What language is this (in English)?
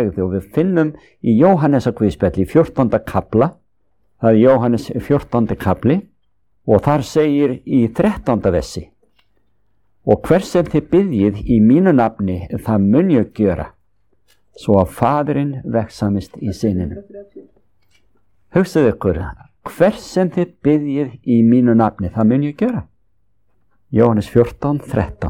Icelandic